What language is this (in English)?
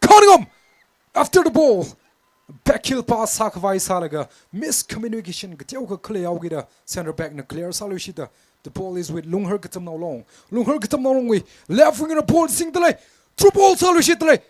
Tangkhul Naga (India)